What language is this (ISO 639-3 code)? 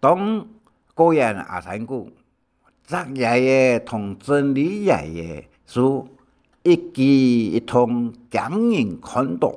hak